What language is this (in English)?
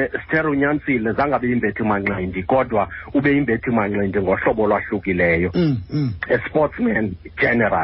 Xhosa